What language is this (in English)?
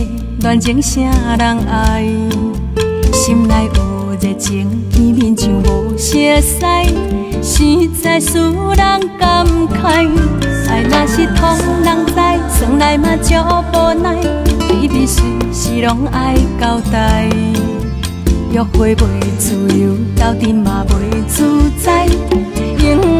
Min Nan Chinese